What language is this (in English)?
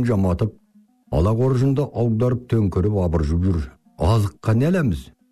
Kazakh